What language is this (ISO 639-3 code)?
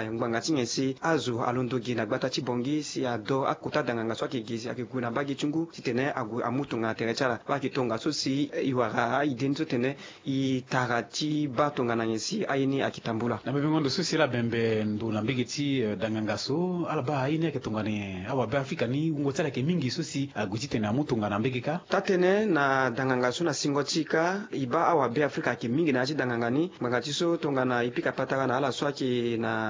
sag